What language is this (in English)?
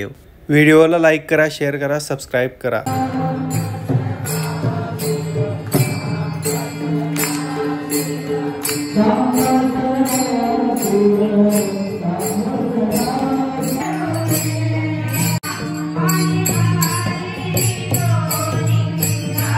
Marathi